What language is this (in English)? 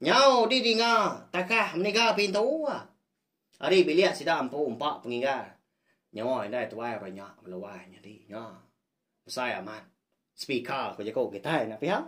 Iban